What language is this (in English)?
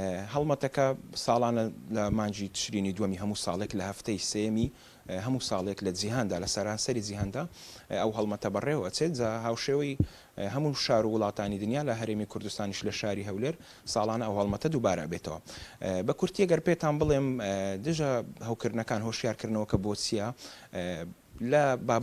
Central Kurdish